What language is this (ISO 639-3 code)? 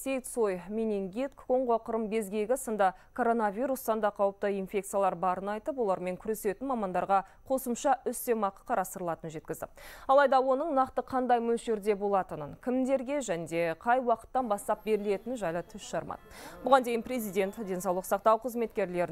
kaz